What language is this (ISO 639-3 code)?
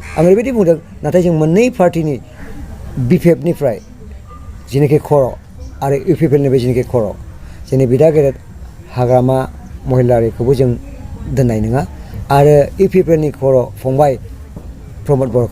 brx